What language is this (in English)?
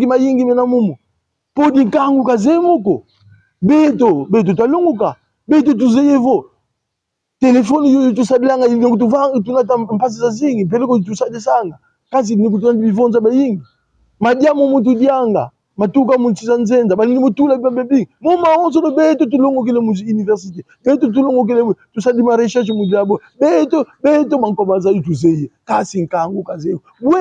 Kongo